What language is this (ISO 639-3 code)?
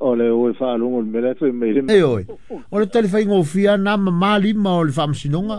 smo